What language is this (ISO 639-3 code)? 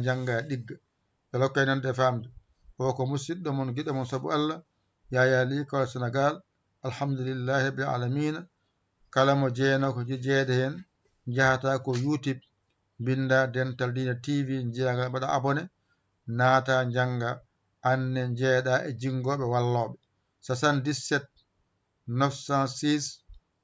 ful